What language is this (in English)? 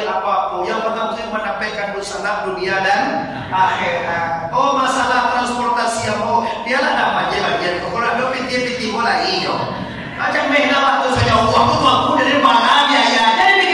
Minangkabau